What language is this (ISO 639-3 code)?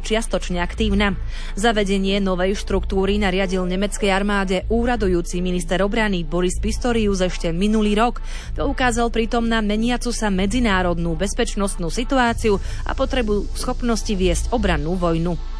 slk